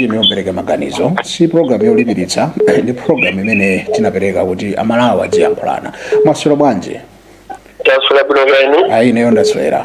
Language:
Nyanja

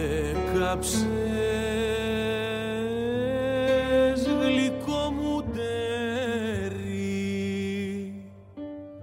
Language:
Greek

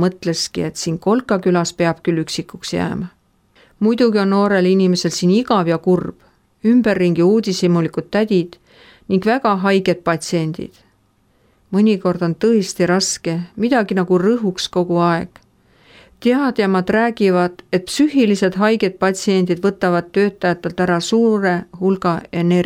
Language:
Estonian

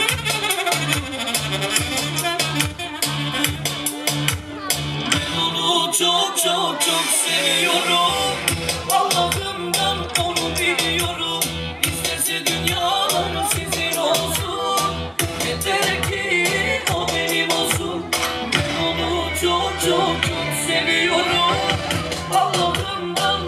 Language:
Turkish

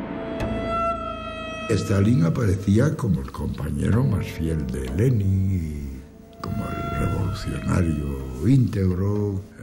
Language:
Spanish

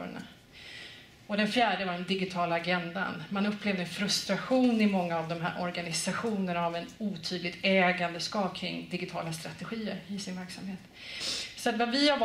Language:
Swedish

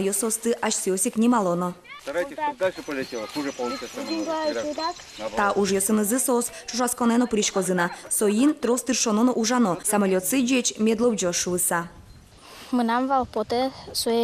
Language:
Udmurt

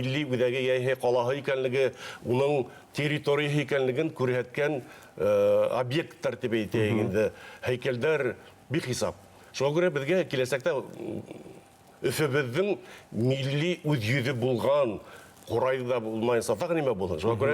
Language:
Bashkir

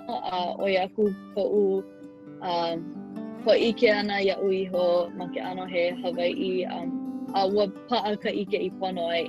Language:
Hawaiian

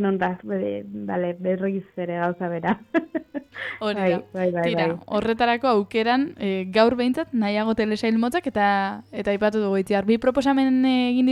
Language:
Basque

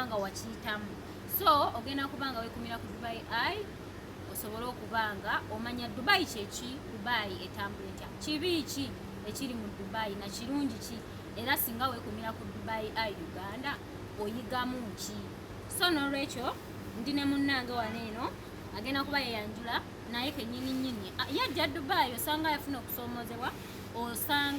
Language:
Ganda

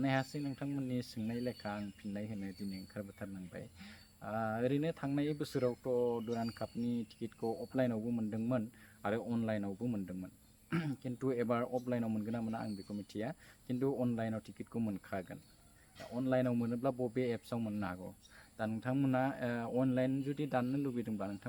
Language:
Bodo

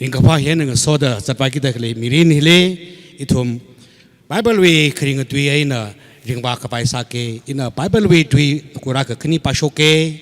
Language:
Tangkhul Naga (India)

